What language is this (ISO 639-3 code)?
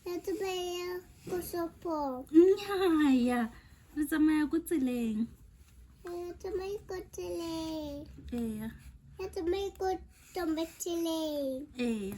tsn